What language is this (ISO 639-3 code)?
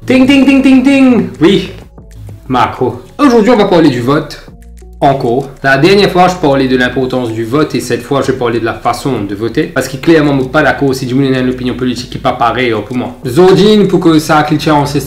mfe